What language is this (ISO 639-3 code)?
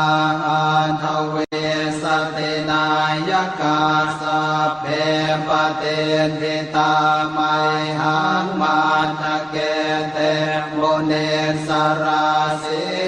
pli